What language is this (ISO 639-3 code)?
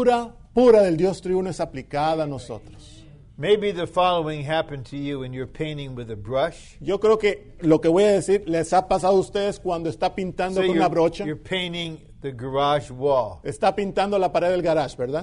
spa